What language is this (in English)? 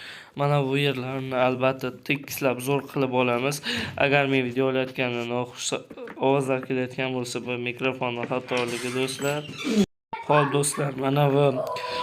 Uzbek